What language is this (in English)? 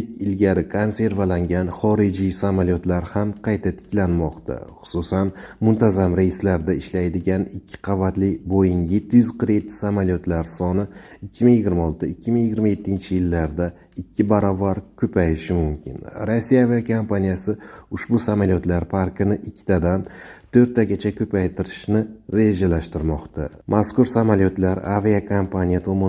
Uzbek